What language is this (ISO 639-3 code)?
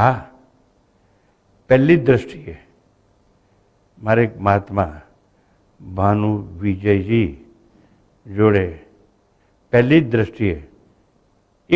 guj